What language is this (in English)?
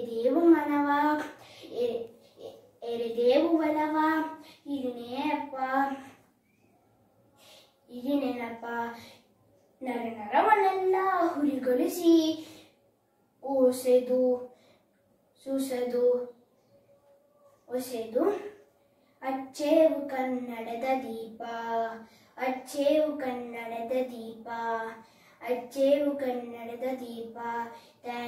Kannada